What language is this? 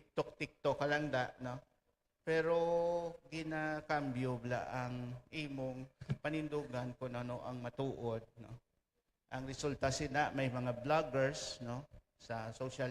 Hiligaynon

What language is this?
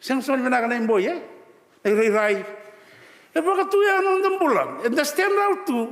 Fijian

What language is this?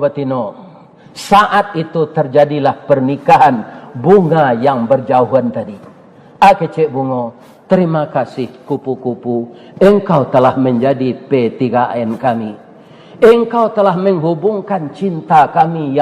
Minangkabau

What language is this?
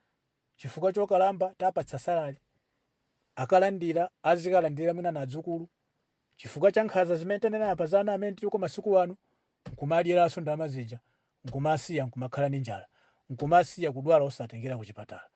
Nyanja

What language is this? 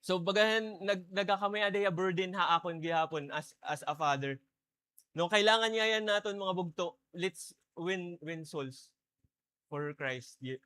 Waray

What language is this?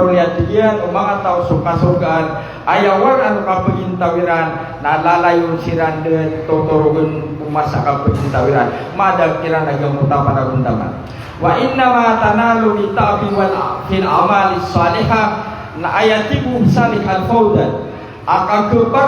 Maranao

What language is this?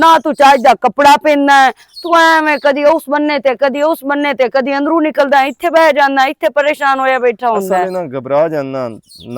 Western Panjabi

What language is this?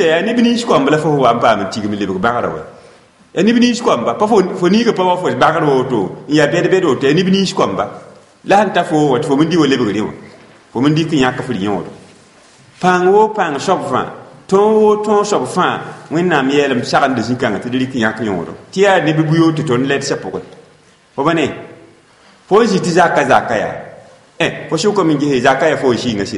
Mossi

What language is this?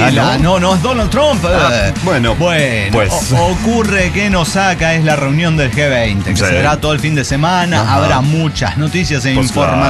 Spanish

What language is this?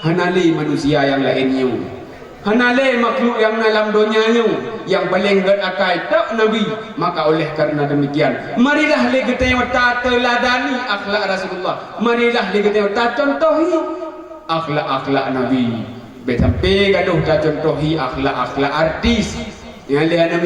Achinese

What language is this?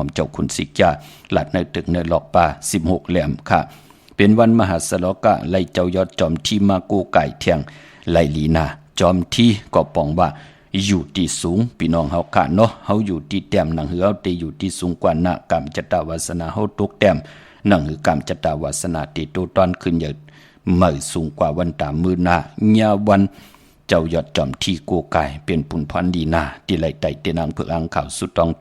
Shan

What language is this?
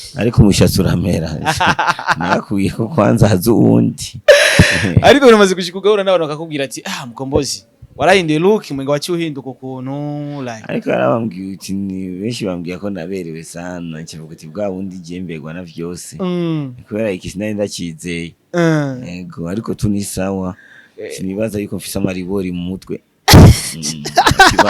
Rundi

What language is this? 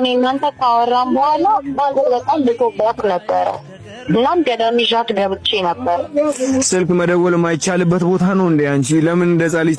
Amharic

